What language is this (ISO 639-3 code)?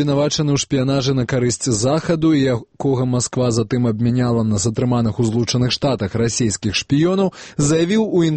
bel